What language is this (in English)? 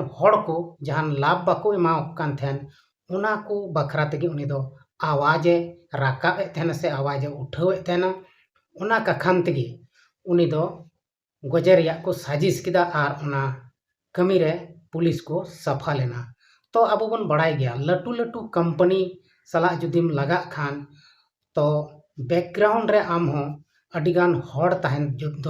Santali